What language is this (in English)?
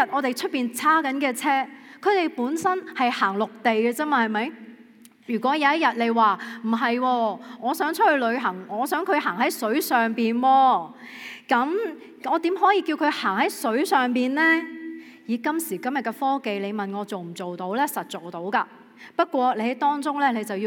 Cantonese